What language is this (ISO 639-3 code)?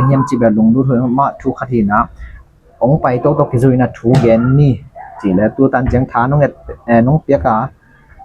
ctd